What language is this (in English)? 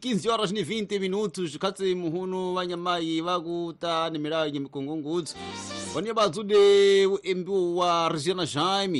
Tsonga